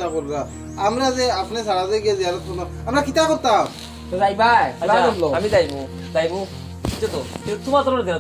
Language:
Sylheti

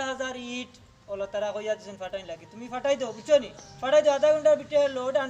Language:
Sylheti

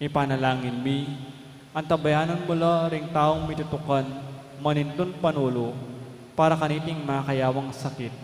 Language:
Pampanga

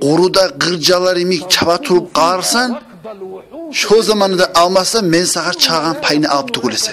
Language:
Kumyk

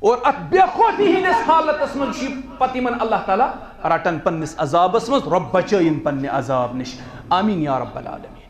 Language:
Kashmiri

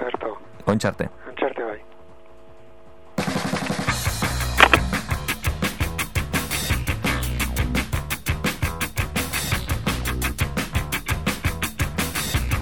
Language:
Basque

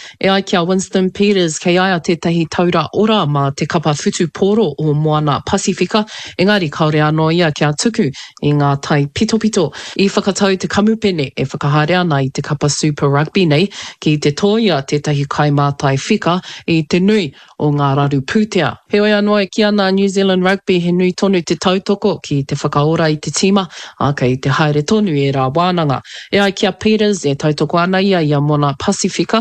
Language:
Māori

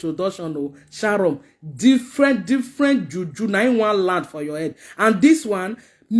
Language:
Nigerian Pidgin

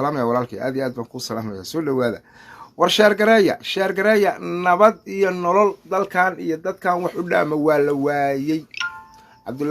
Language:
Somali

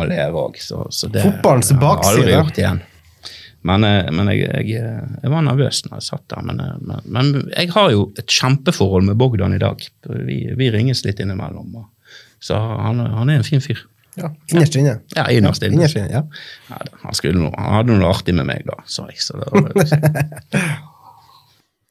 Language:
Norwegian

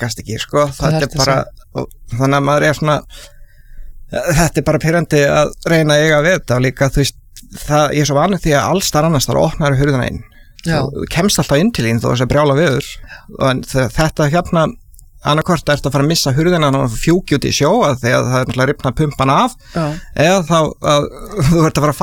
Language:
Icelandic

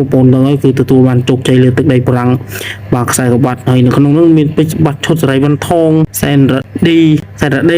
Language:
Khmer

